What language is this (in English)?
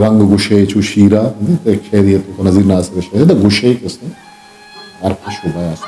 Eastern Balochi